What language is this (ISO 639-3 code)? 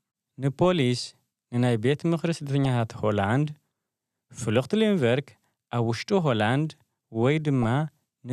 tir